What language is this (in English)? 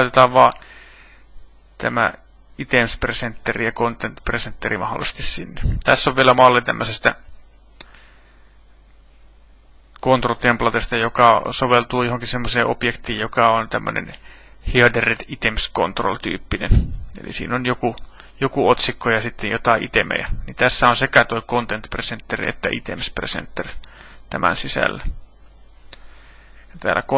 Finnish